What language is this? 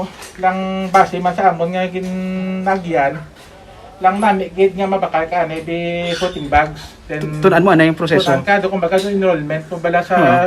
Hiligaynon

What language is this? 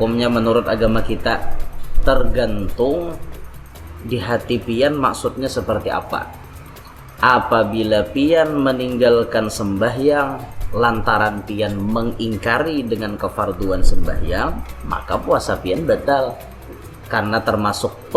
Banjar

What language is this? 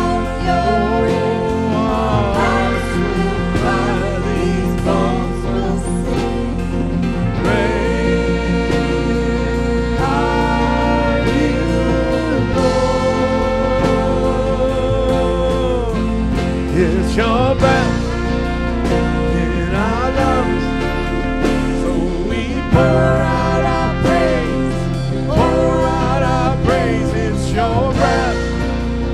English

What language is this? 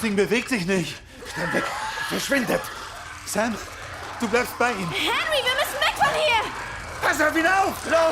Bavarian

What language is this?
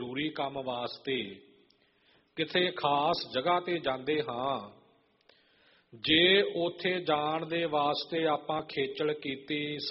Punjabi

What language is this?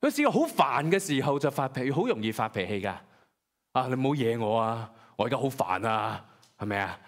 Cantonese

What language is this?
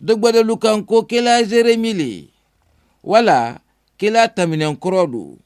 Mandingo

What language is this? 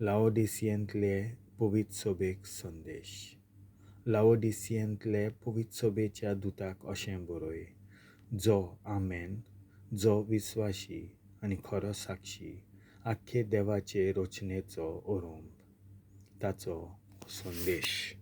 Konkani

